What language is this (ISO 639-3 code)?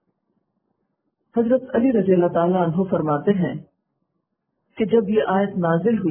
urd